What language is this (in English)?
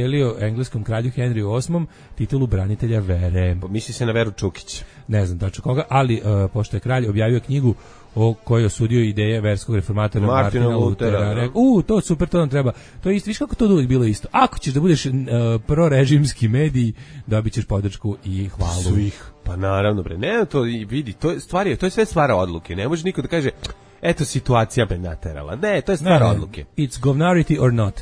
Serbian